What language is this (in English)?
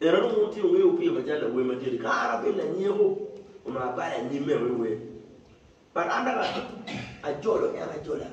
Acoli